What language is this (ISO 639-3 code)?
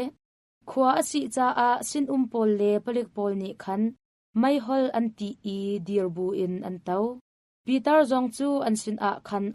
cnh